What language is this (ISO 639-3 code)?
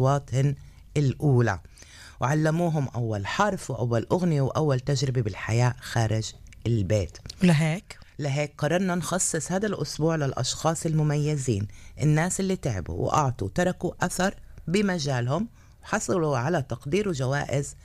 apc